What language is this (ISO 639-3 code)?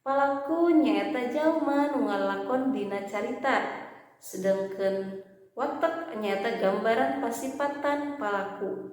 sun